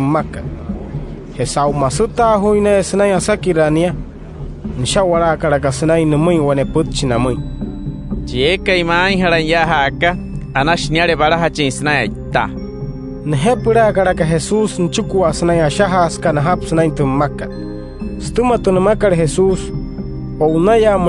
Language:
Wayuu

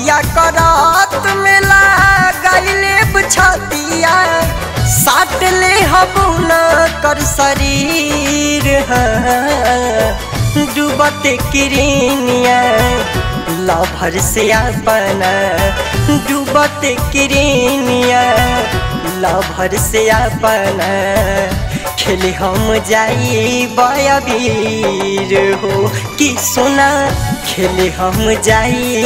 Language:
Bhojpuri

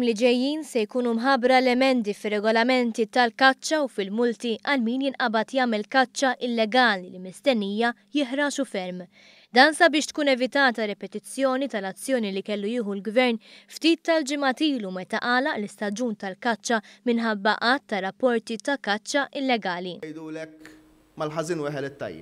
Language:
Maltese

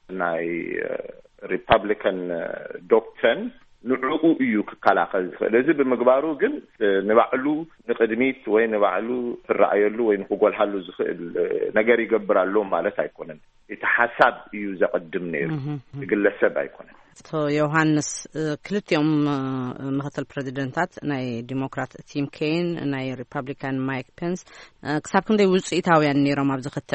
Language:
Tigrinya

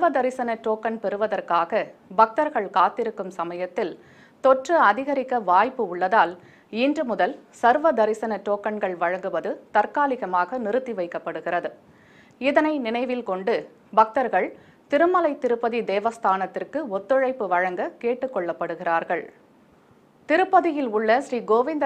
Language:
Tamil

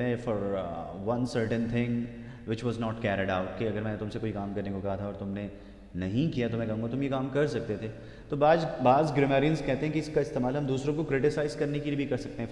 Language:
Urdu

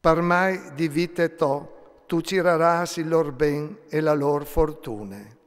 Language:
Friulian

